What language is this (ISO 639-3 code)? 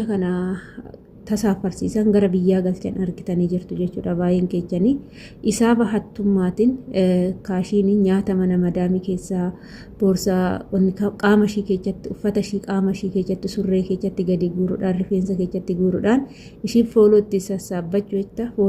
orm